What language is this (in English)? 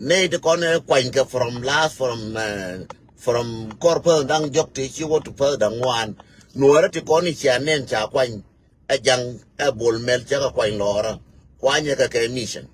Nuer